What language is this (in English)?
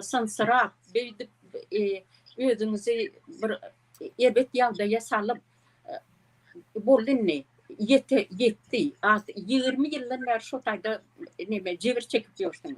Turkmen